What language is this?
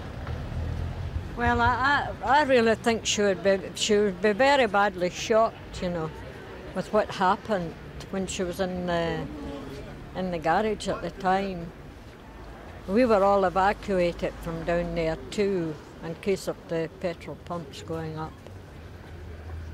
English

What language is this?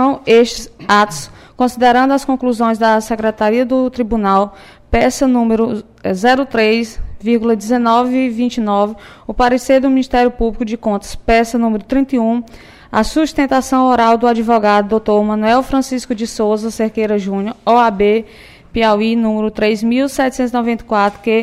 Portuguese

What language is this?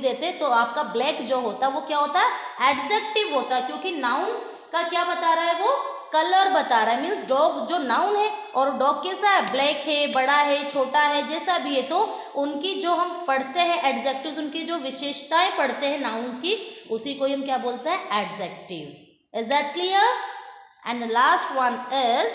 Hindi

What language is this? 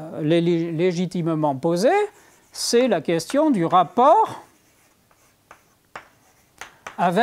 French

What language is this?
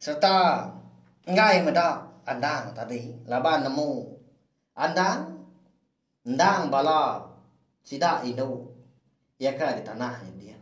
Iban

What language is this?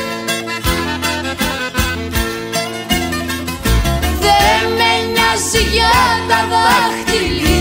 Greek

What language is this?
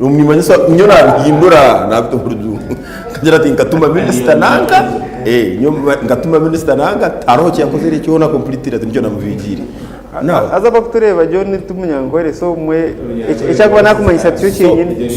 Nyankole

